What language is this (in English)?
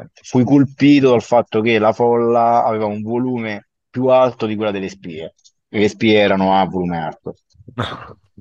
Italian